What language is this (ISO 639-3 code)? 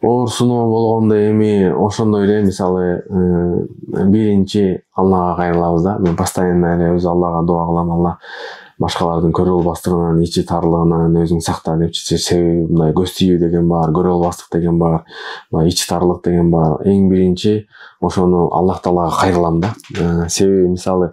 kir